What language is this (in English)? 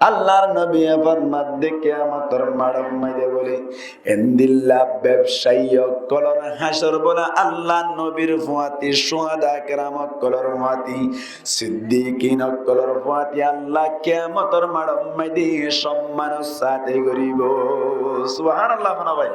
Rohingya